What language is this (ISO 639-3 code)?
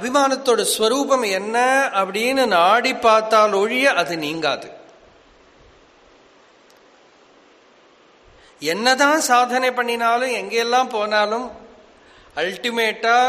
tam